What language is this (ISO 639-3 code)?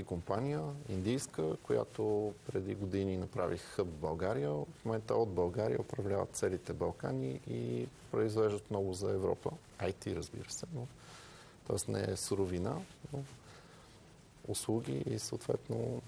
bul